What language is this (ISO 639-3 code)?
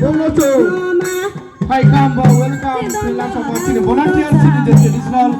ria